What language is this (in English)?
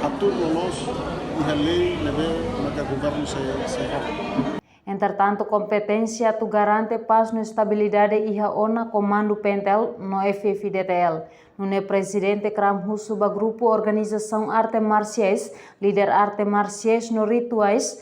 Tetum